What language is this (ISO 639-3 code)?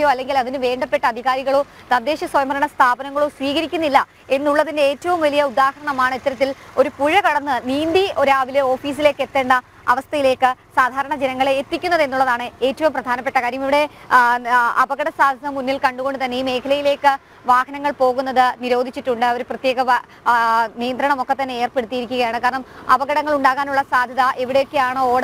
mal